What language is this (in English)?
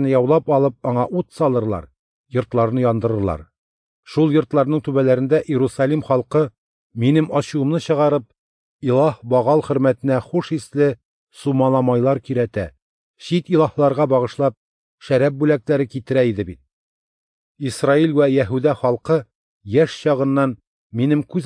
Tatar